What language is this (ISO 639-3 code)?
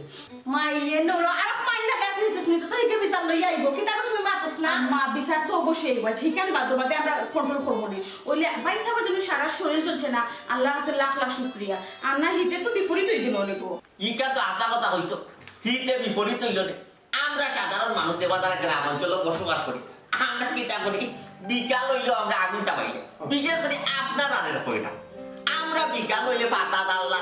syl